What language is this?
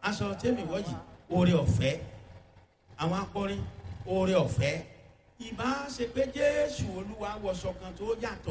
Yoruba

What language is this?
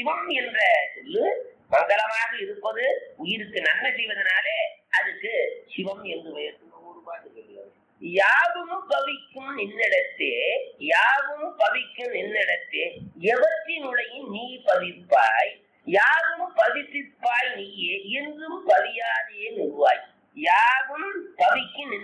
Tamil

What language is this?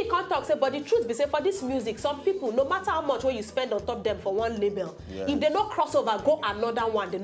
Nigerian Pidgin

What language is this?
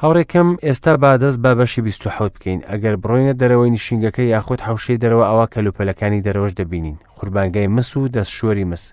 Central Kurdish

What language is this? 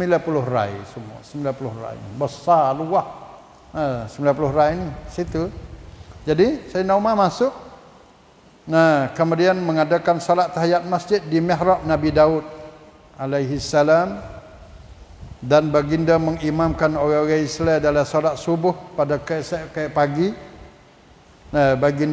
Malay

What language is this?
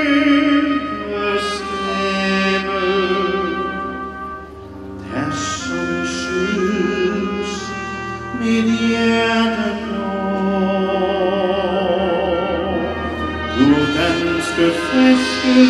Danish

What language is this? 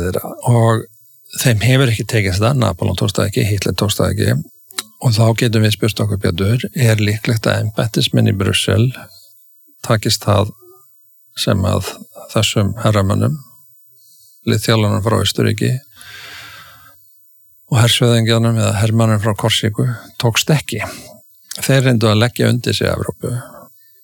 Icelandic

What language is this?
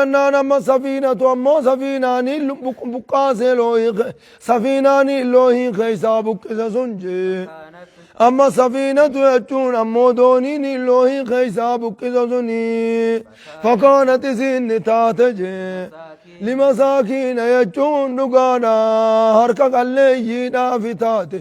Oromo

